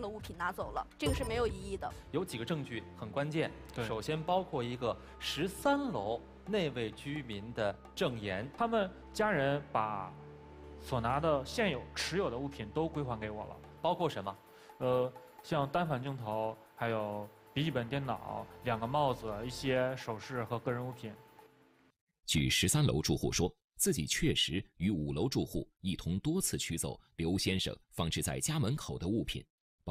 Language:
Chinese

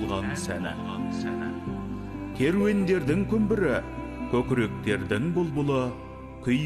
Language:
Kazakh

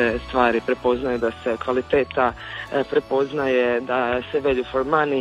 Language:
Croatian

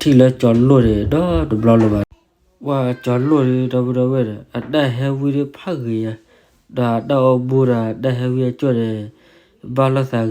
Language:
S'gaw Karen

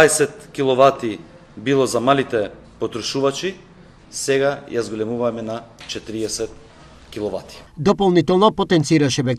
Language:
Macedonian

